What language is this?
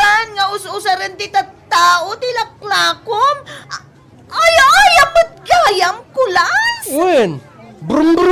Iloko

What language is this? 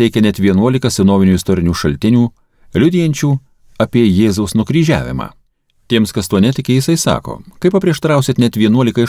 Lithuanian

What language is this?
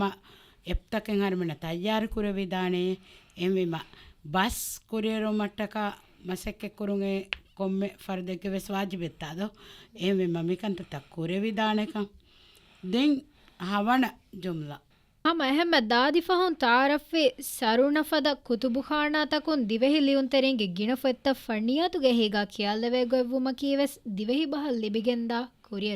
Divehi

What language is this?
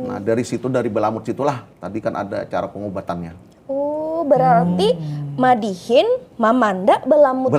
Banjar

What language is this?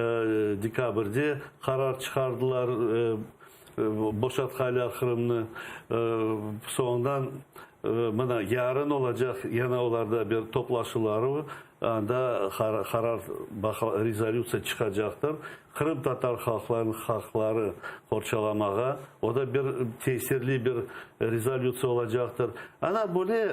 Crimean Tatar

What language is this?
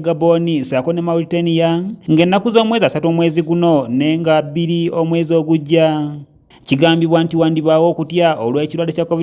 Ganda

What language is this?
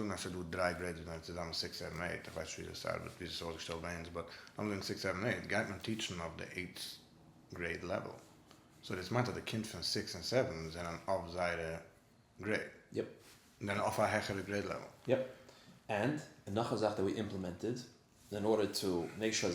Yiddish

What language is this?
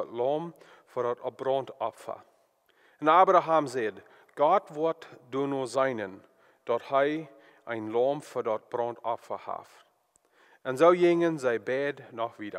Plautdietsch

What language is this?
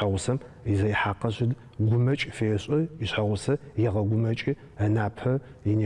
Adyghe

